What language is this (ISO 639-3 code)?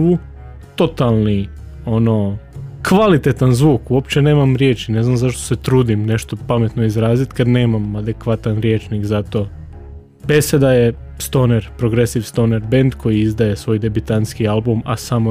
hrv